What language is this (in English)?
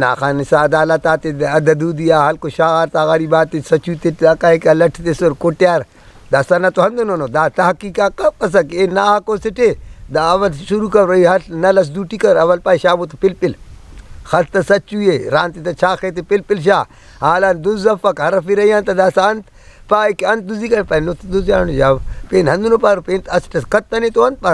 Brahui